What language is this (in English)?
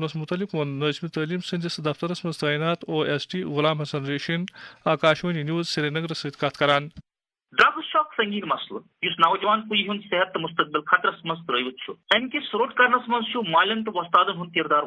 Kashmiri